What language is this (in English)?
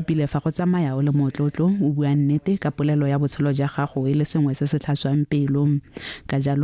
Tswana